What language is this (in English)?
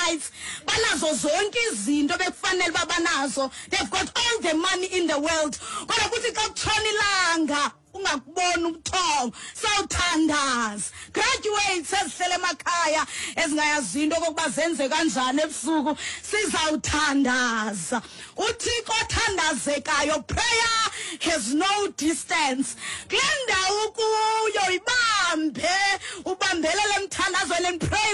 Xhosa